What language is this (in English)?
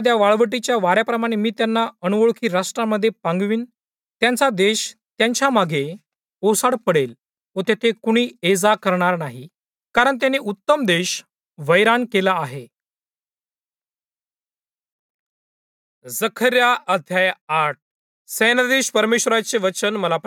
Marathi